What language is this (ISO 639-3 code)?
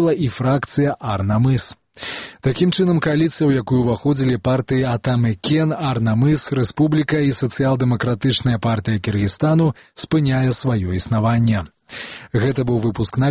bel